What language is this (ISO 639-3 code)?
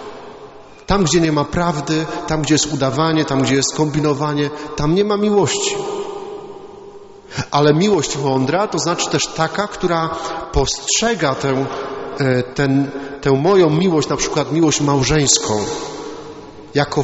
pol